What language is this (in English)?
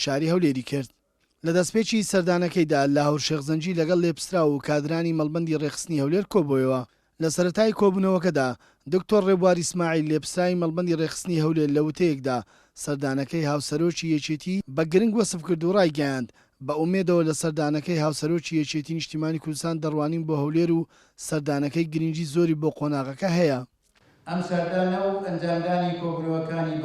Central Kurdish